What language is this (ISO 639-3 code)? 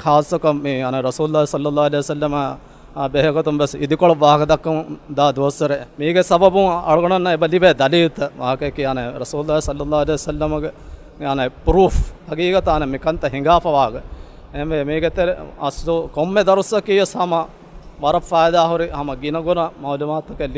div